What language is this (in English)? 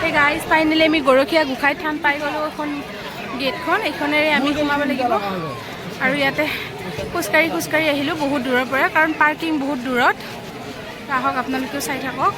Assamese